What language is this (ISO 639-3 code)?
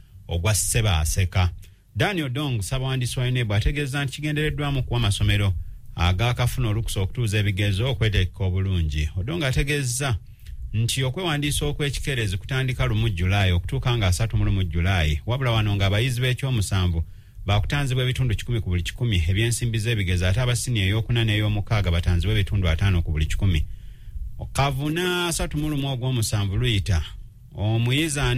lug